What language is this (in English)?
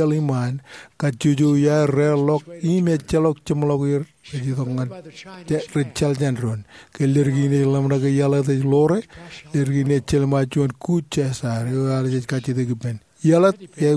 Marshallese